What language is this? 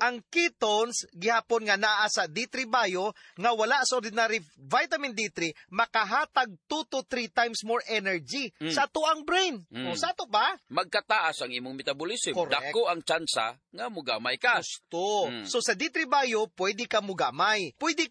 Cebuano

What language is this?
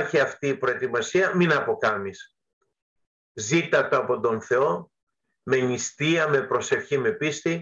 Greek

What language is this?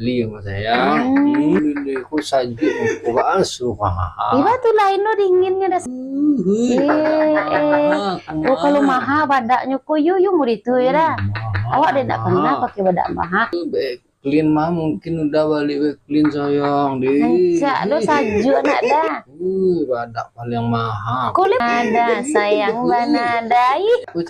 Minangkabau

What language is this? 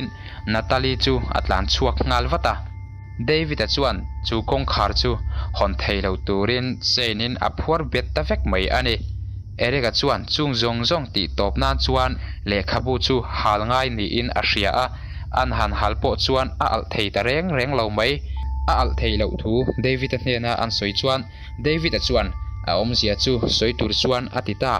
Mizo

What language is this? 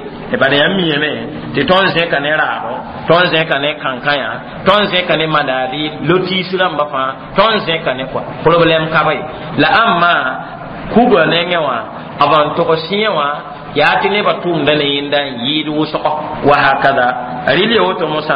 Mossi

